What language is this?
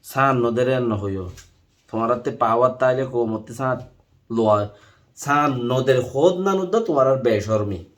Rohingya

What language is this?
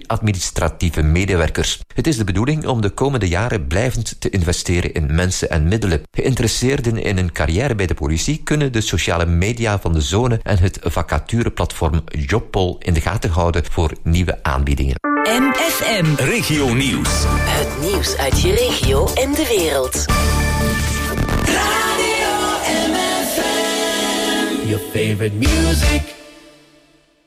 Dutch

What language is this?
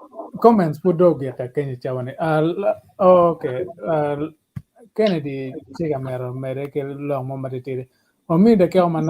Acoli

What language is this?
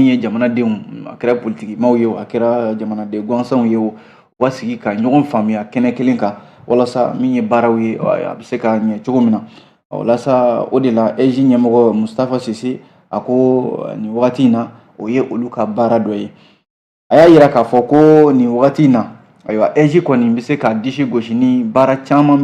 Bambara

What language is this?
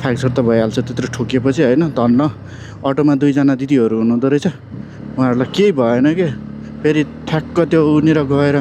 Nepali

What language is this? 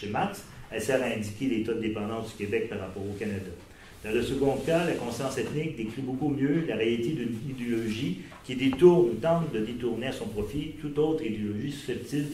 French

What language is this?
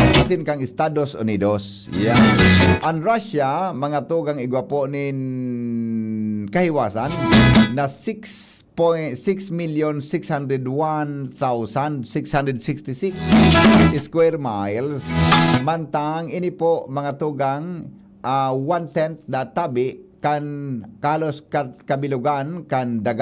Bikol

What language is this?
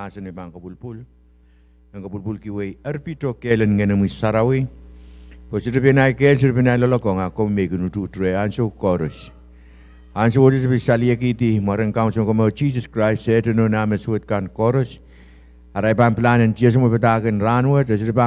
Pohnpeian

